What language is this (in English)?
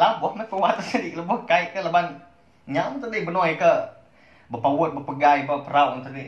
Iban